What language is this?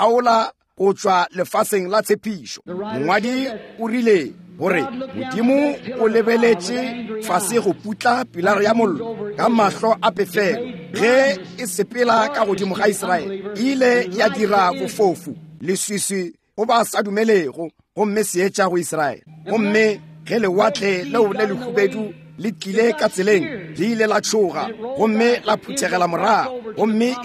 Northern Sotho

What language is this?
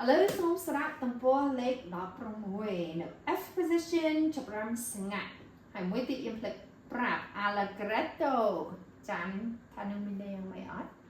Khmer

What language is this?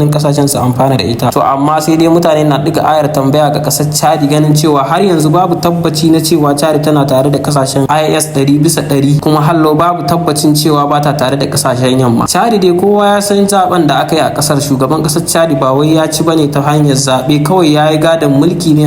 Hausa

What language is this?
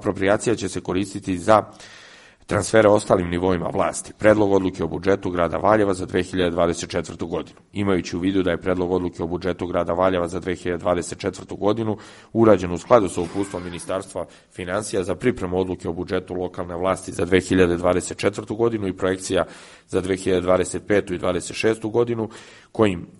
Serbian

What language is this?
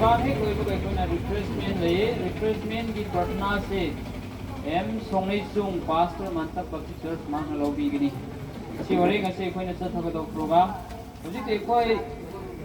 Manipuri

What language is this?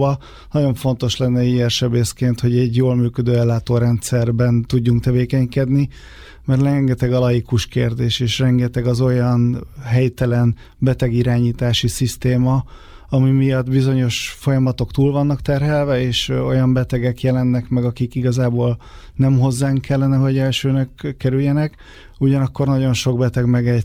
Hungarian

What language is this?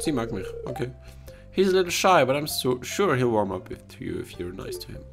Swiss German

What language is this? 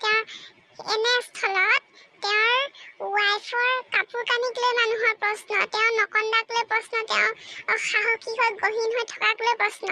Assamese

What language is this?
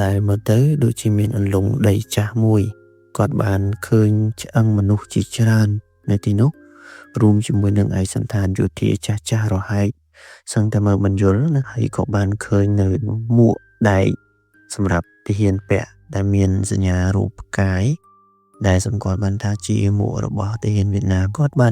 Khmer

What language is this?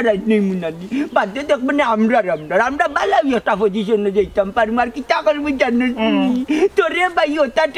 Sylheti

